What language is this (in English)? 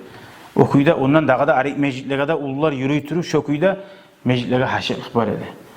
Kumyk